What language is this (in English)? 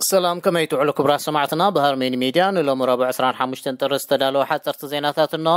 Tigrinya